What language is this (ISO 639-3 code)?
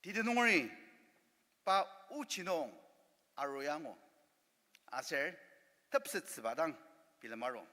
njo